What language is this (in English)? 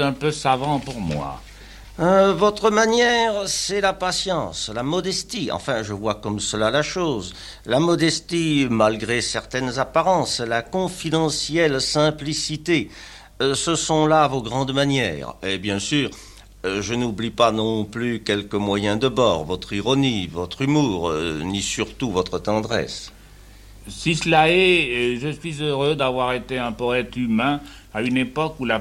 French